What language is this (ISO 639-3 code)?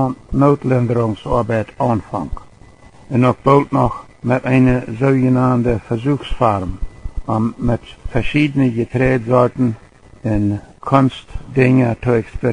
pdt